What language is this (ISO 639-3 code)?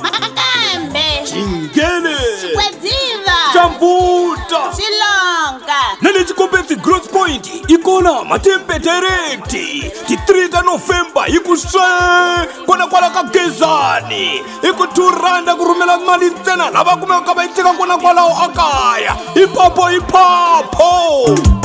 tso